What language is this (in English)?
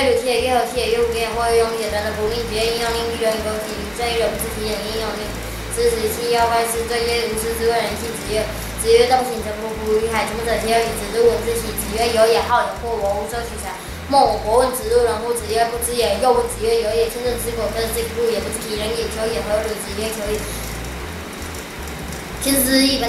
Literary Chinese